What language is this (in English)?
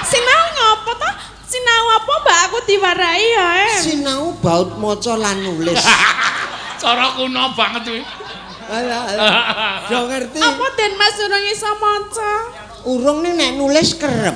Javanese